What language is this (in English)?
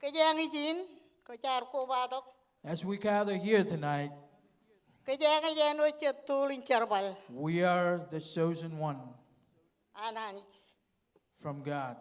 Marshallese